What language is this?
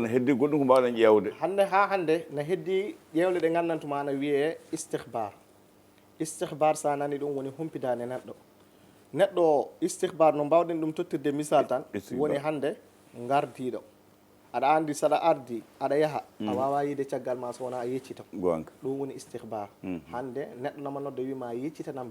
Fula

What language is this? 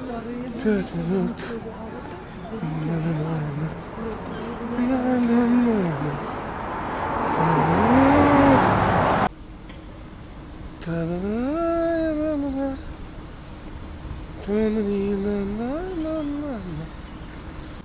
Russian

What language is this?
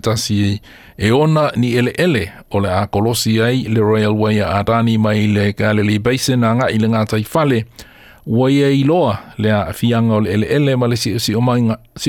Samoan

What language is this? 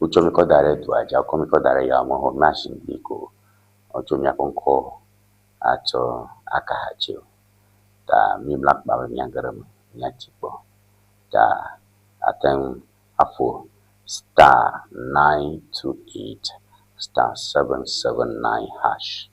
Ewe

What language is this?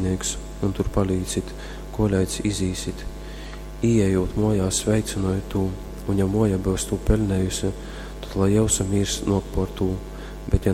Latgalian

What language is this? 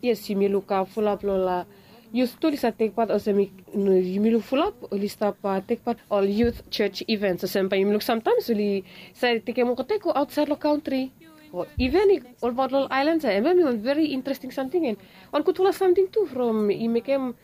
Bislama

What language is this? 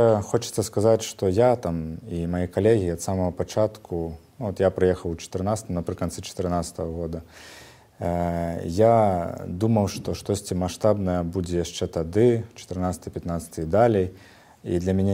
Belarusian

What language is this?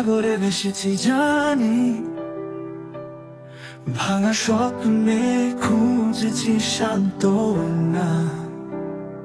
Bangla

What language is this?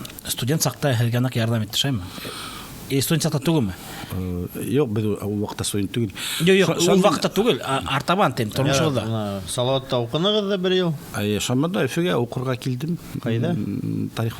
Bashkir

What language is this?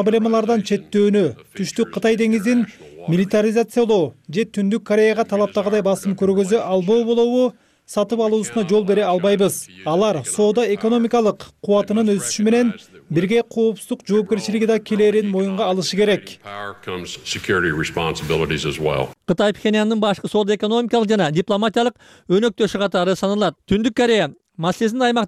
Kyrgyz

